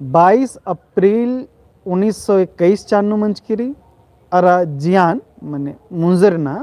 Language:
Kurukh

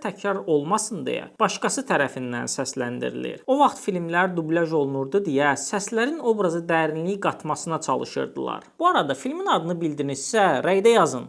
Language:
Azerbaijani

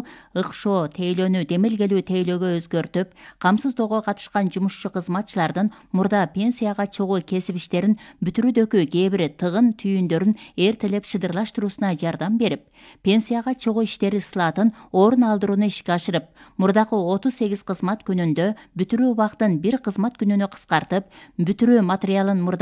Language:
Kyrgyz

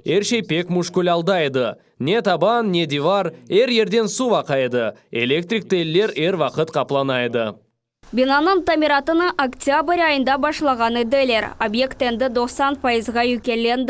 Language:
Crimean Tatar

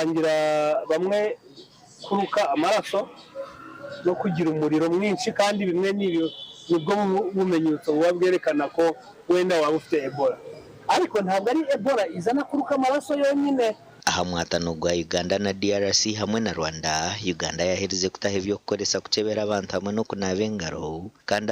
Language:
Nyankole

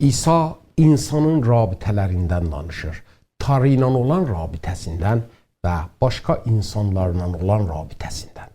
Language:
South Azerbaijani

